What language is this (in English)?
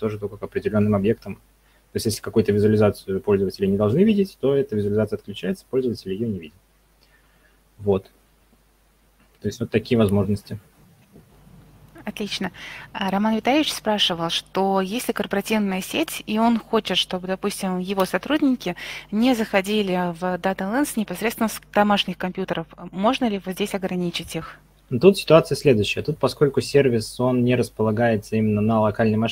Russian